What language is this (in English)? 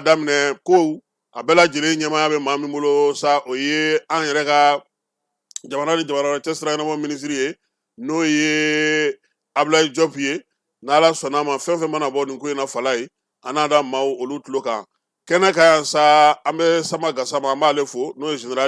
Bambara